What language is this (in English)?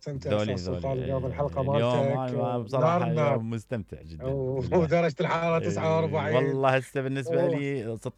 Mesopotamian Arabic